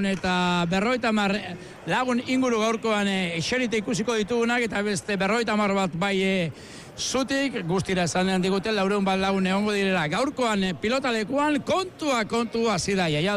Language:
Basque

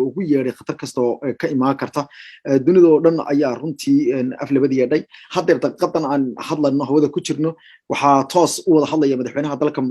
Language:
Somali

